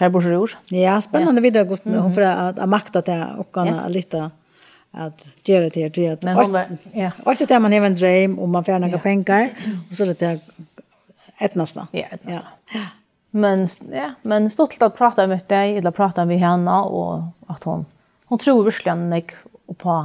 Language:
Faroese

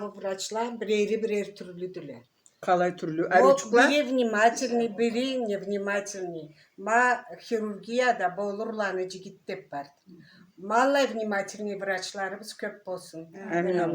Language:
Karachay-Balkar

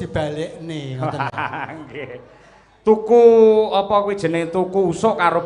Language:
Javanese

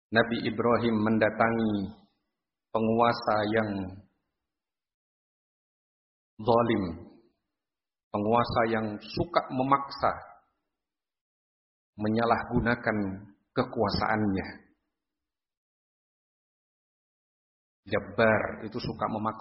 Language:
Indonesian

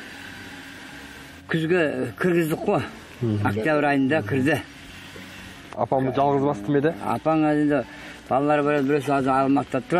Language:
Kazakh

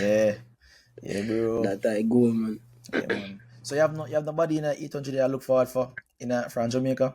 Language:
Jamaican Creole English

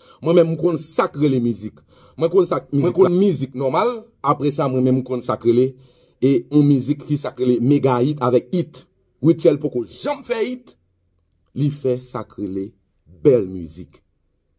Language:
Haitian Creole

